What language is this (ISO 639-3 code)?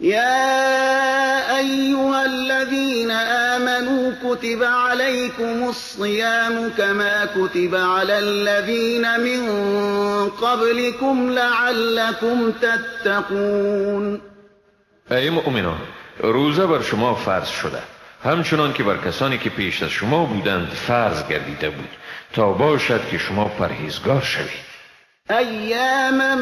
fas